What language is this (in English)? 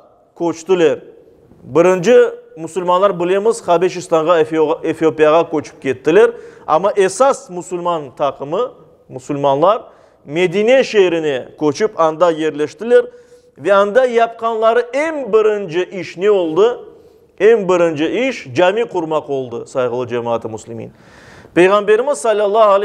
Crimean Tatar